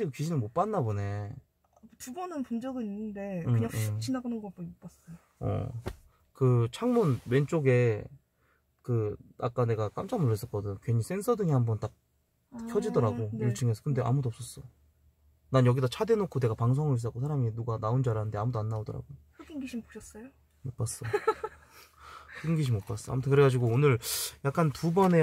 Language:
Korean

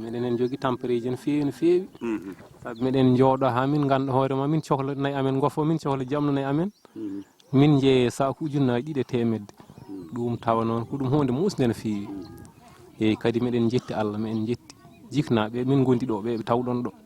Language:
Fula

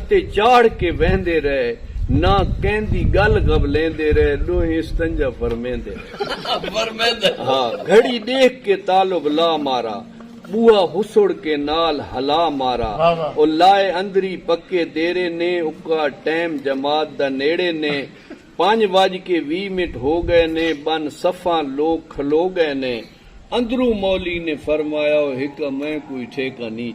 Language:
Saraiki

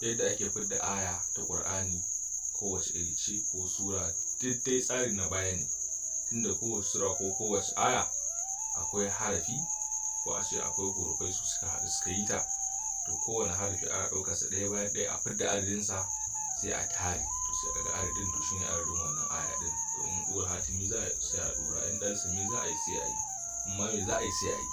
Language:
Hausa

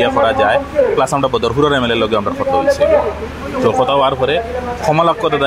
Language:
Sylheti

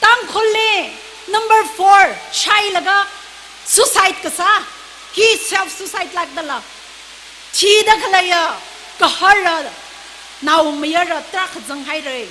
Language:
Tangkhul Naga (India)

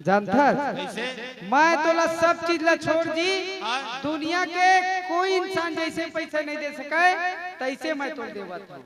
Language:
Chhattisgarhi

